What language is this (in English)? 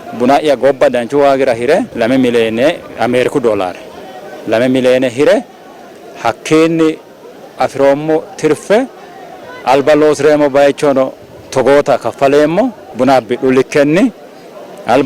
Sidamo